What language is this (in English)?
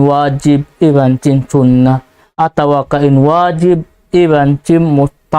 Tausug